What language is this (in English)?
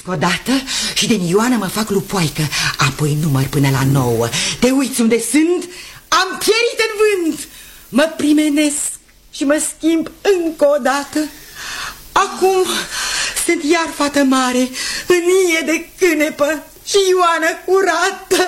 Romanian